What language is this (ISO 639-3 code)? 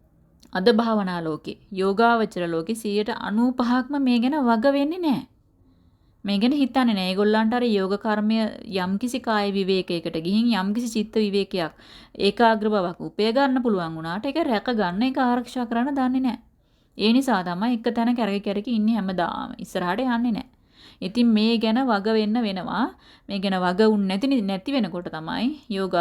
sin